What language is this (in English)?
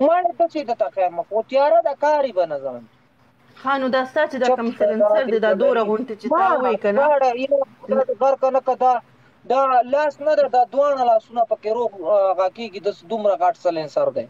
Pashto